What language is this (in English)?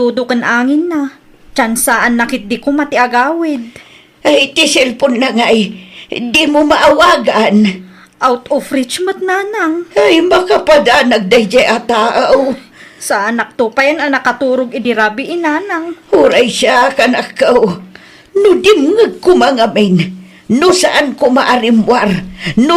Iloko